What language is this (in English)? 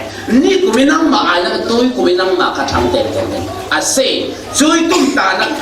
Falam Chin